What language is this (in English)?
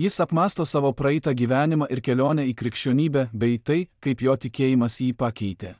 Lithuanian